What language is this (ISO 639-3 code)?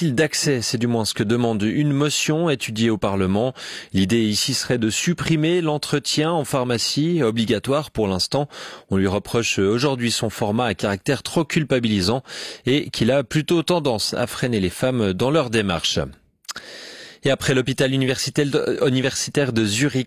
fra